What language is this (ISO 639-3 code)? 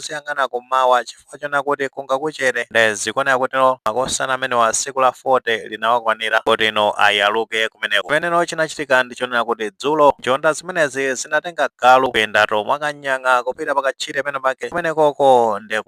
nya